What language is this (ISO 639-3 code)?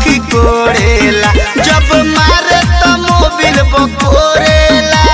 bho